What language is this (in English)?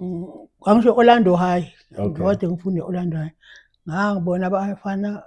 Zulu